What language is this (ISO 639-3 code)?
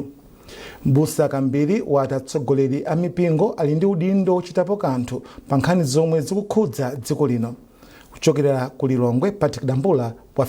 nya